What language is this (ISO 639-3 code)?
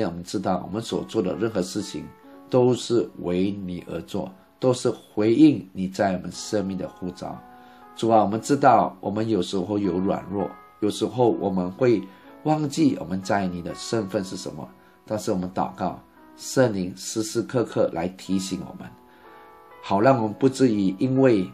zho